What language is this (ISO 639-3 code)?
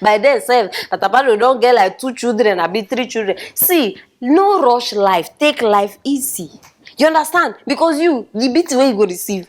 pcm